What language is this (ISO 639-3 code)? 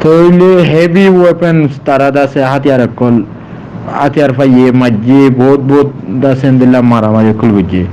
rhg